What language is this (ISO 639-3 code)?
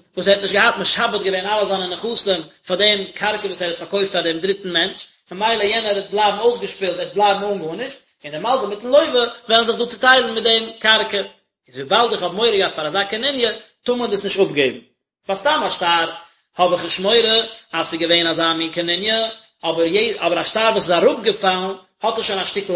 yid